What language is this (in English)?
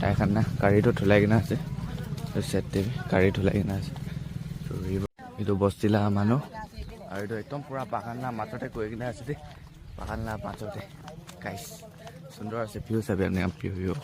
Naga Pidgin